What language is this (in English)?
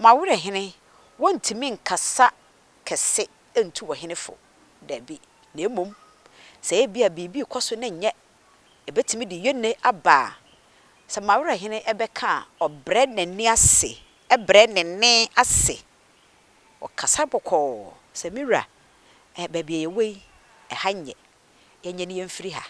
Akan